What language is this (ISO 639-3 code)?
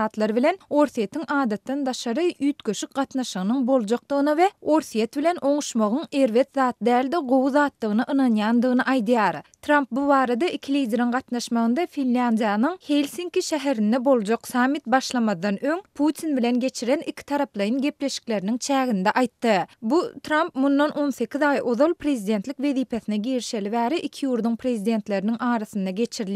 tuk